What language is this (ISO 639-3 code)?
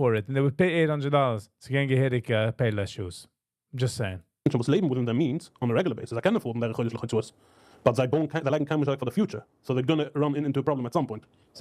yid